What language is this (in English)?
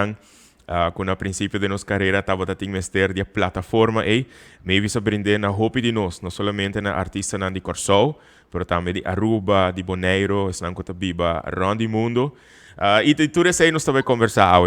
Papiamento